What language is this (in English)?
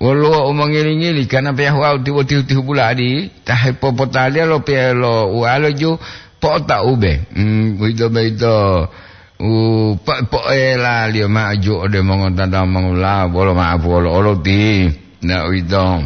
Gorontalo